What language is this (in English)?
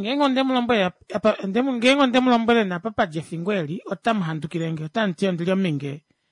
Kuanyama